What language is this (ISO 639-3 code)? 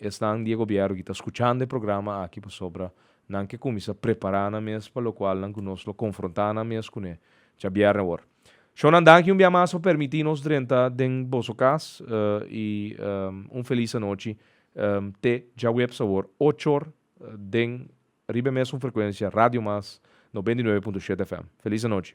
pap